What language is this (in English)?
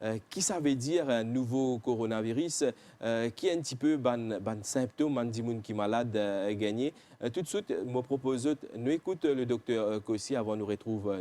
Morisyen